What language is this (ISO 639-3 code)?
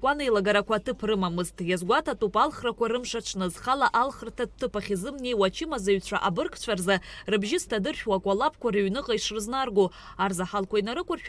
abk